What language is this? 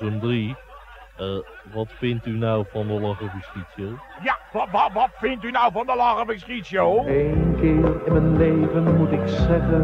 Dutch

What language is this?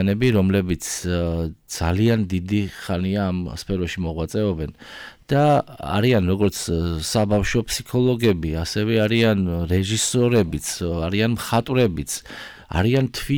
Georgian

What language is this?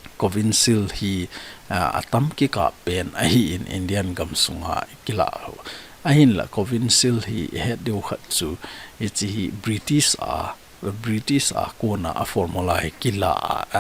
Thado Chin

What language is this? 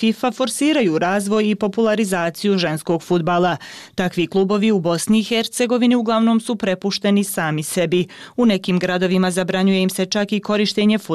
Bosnian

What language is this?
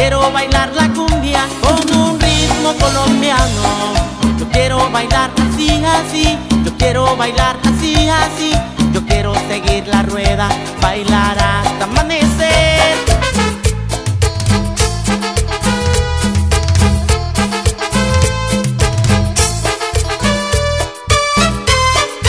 Spanish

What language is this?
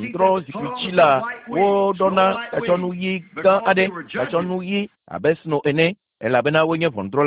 Ewe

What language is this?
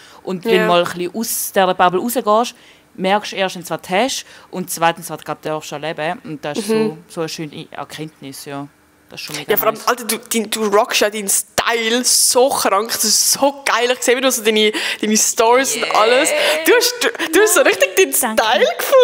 Swiss German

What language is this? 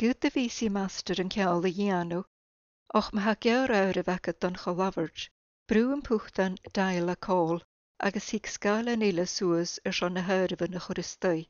Scottish Gaelic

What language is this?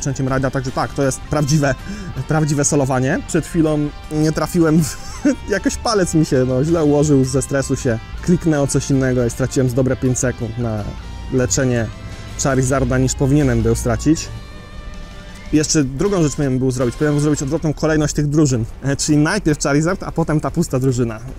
Polish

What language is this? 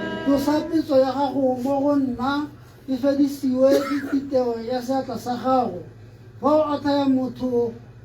Tswana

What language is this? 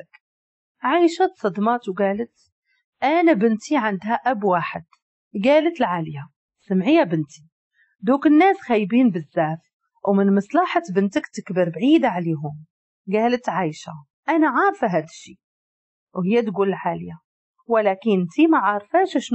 Moroccan Arabic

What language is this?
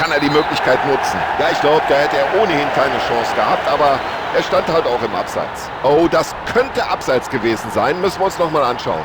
Bavarian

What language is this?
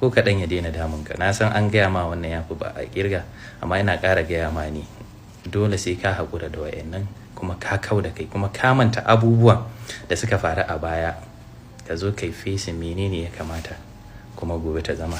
Hausa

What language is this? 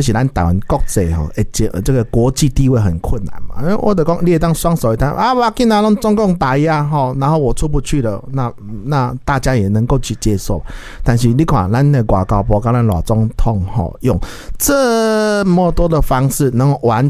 Min Nan Chinese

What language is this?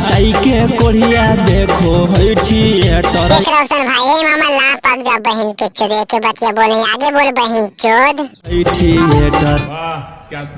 Magahi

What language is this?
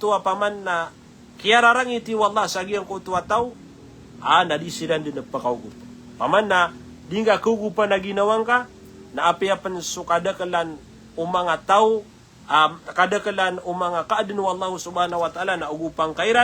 Maranao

